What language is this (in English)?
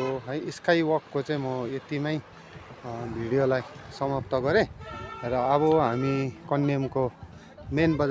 Nepali